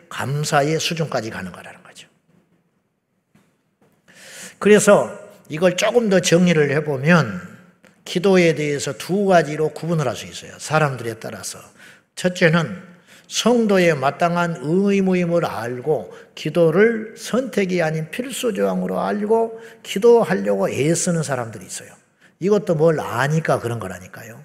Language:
Korean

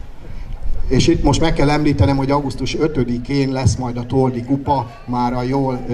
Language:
Hungarian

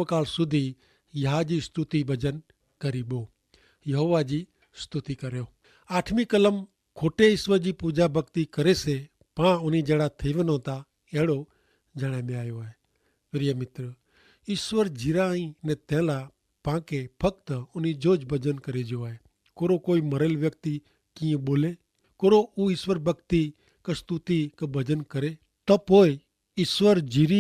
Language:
Kachhi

